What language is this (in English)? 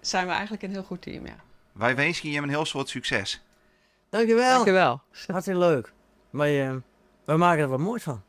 Western Frisian